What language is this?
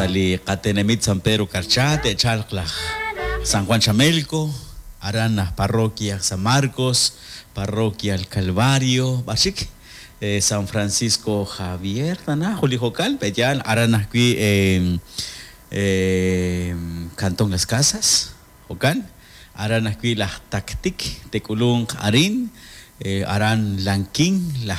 Kekchí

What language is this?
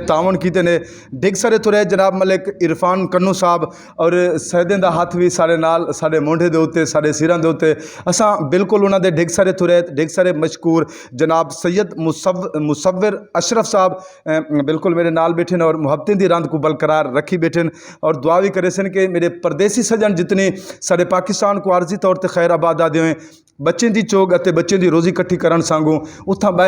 Saraiki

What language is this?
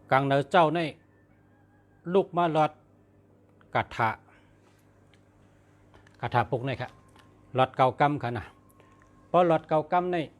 Shan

